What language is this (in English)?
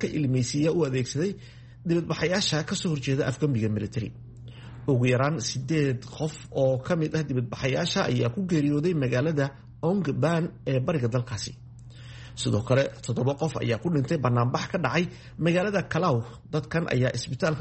Somali